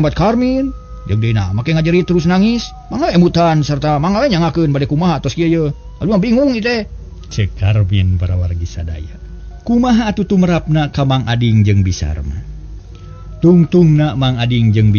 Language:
Sundanese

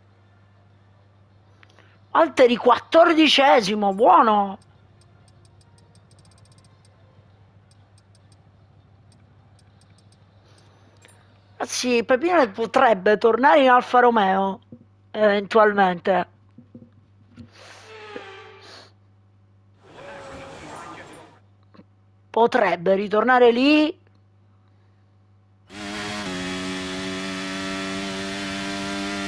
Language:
Italian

